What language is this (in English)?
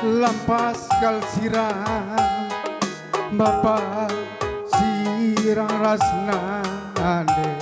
Batak Karo